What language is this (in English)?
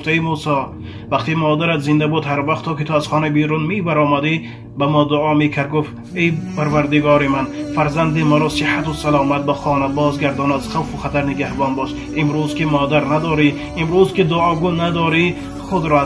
Tajik